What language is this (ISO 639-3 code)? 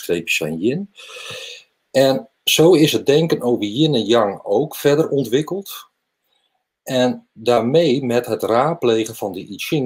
nld